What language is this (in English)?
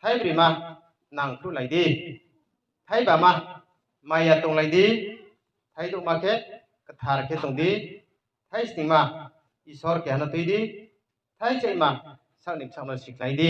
Riang (India)